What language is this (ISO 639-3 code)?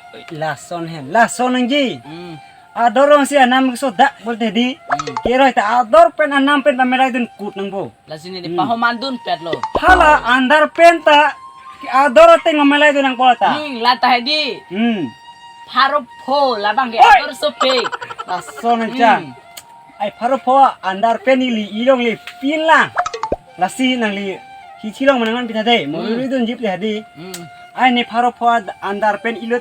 mjw